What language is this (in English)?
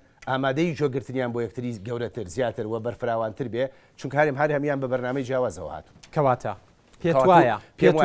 Central Kurdish